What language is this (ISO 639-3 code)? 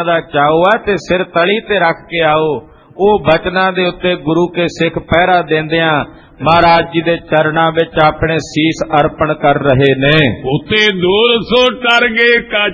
pan